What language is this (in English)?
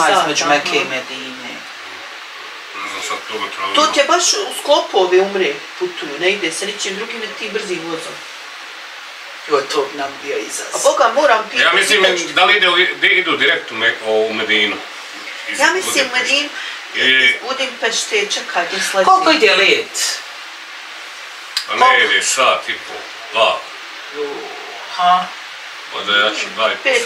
Bosnian